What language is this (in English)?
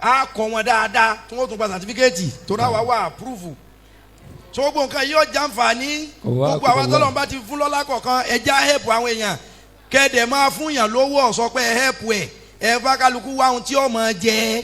Yoruba